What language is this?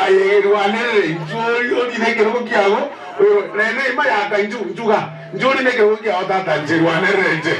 Gusii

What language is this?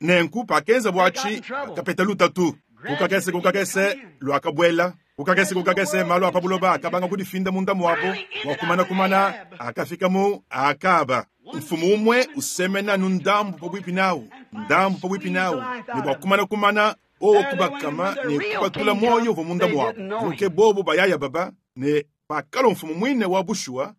Luba-Lulua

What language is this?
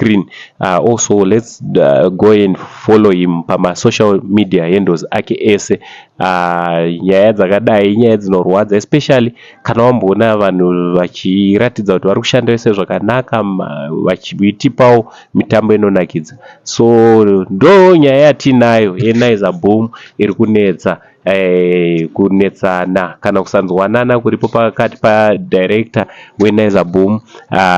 Shona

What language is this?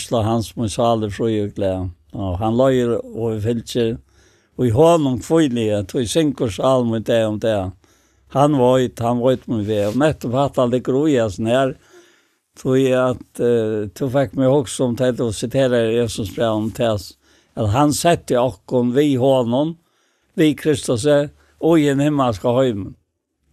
Faroese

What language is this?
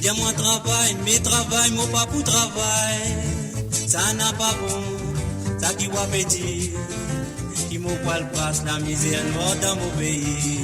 Morisyen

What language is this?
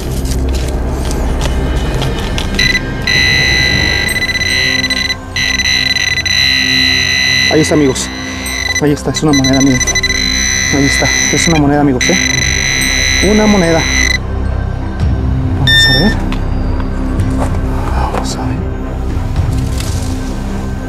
Spanish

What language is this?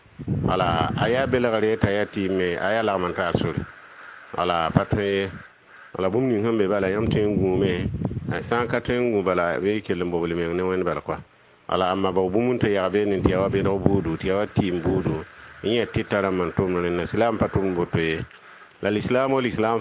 Mossi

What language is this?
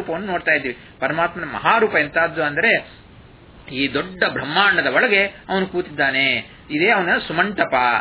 Kannada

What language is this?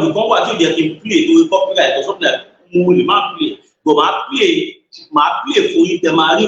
Yoruba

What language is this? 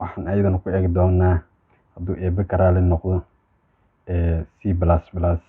Somali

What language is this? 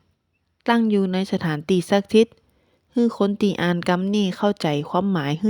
Northern Thai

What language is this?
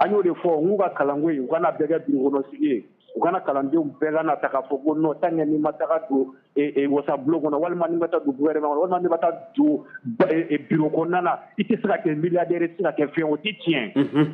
Bambara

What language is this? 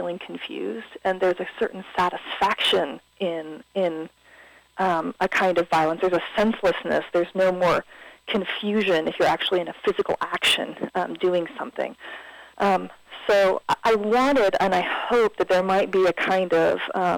English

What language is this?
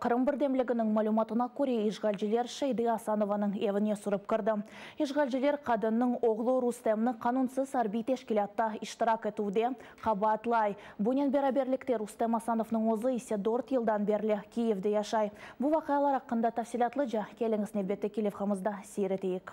Crimean Tatar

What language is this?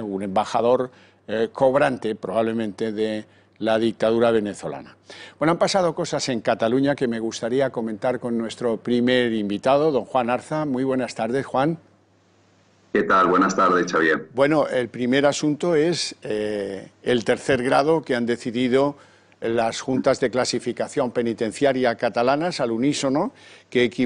Spanish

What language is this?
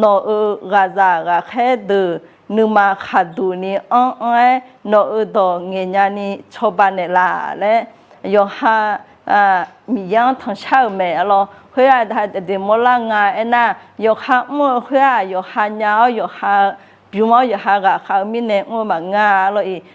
Akha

